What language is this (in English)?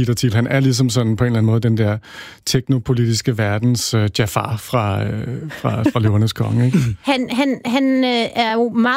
Danish